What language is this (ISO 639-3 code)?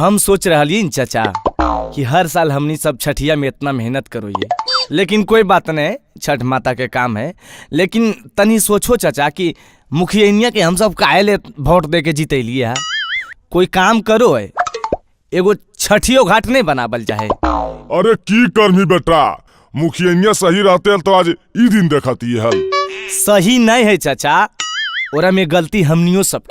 mag